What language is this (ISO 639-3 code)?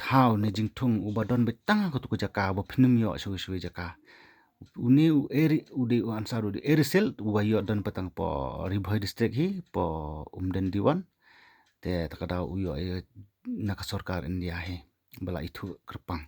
kha